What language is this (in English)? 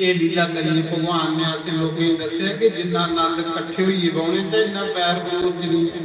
Dogri